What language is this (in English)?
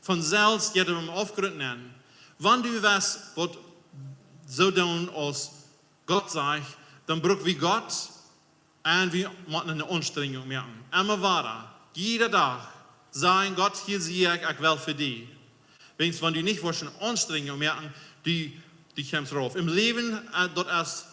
Plautdietsch